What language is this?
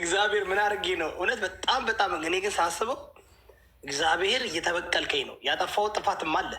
Amharic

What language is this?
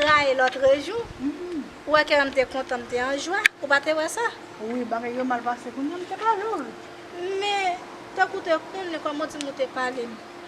Haitian Creole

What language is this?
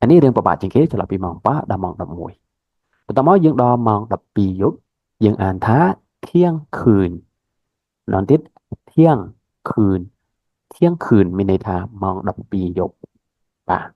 Khmer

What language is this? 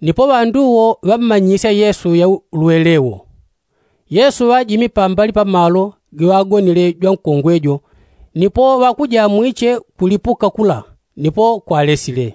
Yao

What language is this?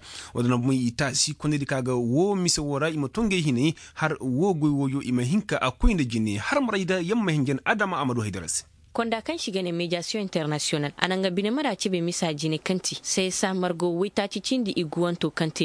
Koyraboro Senni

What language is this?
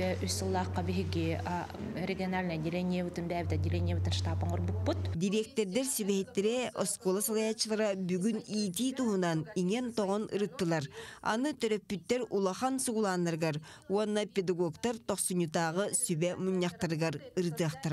Yakut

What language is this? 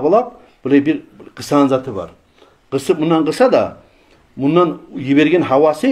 Kumyk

